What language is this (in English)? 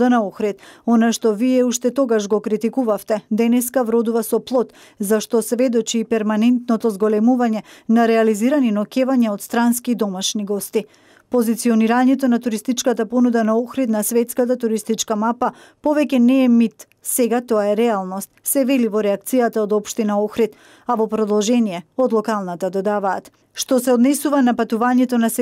Macedonian